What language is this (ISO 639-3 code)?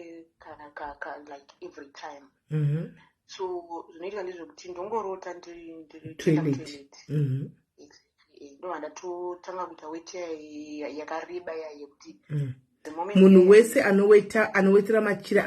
sna